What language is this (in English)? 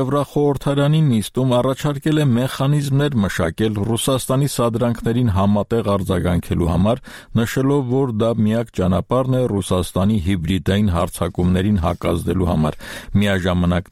Armenian